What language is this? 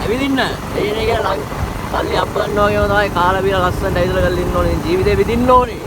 Sinhala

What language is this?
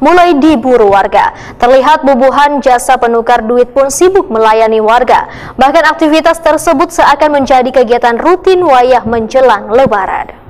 Banjar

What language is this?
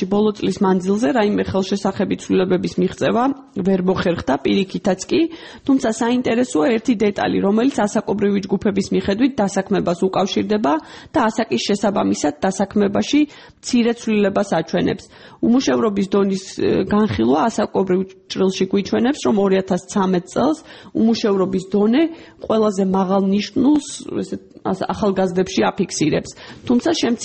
Georgian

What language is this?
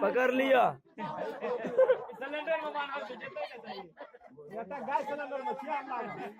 Maithili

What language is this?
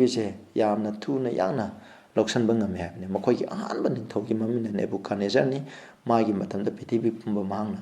Manipuri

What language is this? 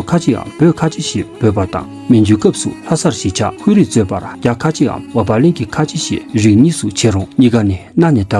Tibetan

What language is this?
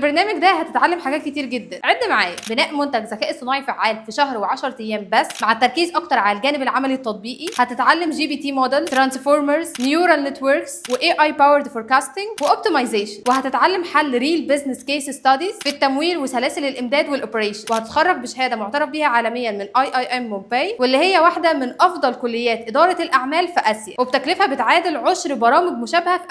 Egyptian Arabic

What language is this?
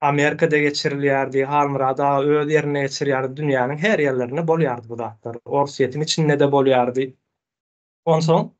Turkmen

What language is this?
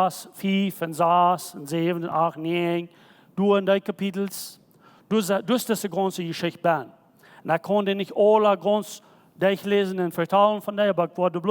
Plautdietsch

